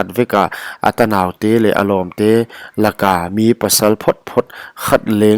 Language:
Paite Chin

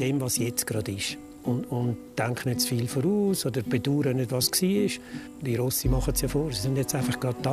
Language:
Swiss German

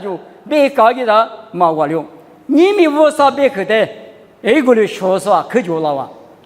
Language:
Lisu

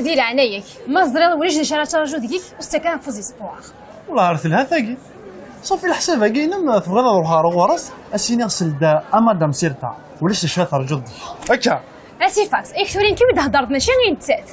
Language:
Kabyle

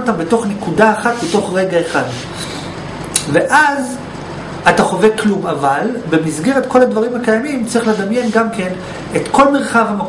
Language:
Hebrew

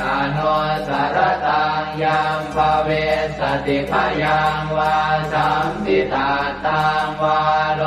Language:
Pali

